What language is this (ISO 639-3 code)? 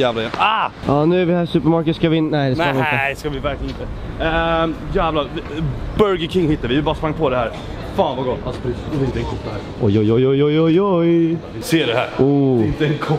swe